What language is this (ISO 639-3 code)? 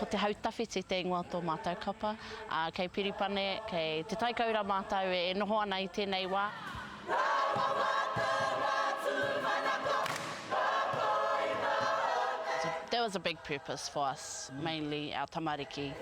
mri